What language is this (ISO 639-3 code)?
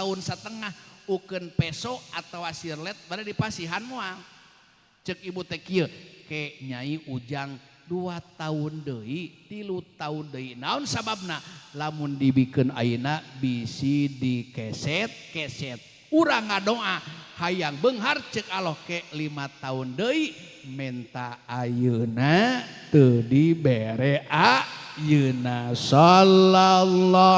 sun